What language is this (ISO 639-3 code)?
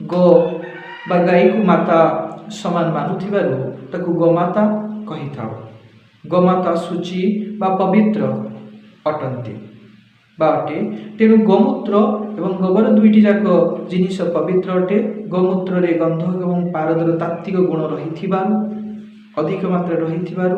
ori